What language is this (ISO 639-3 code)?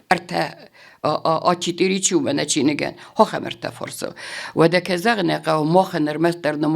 oss